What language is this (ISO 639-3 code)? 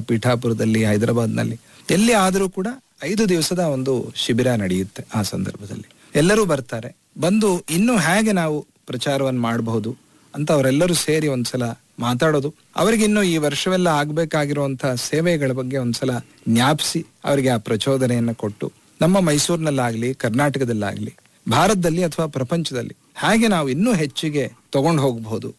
kan